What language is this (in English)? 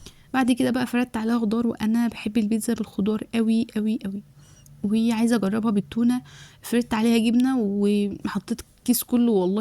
Egyptian Arabic